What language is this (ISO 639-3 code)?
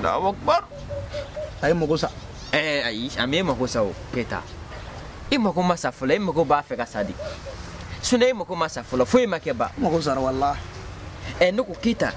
bam